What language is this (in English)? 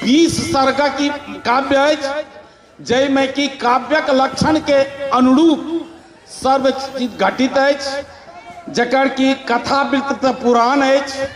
Maithili